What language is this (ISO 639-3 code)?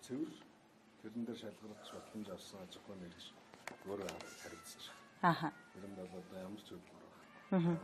mon